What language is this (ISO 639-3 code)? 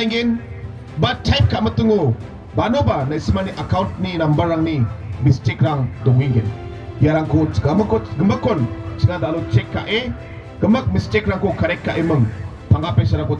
grt